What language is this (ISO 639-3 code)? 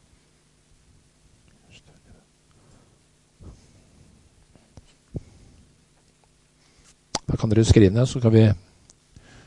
nor